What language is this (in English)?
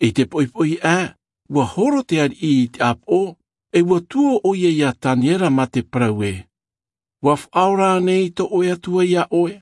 Tahitian